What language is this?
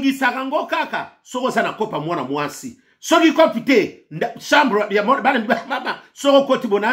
Lingala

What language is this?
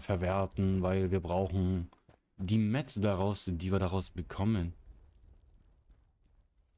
German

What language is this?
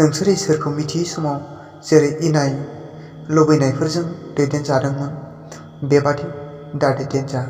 Bodo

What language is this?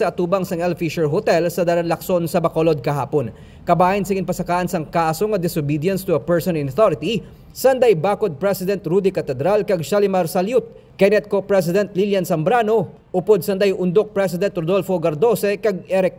Hiligaynon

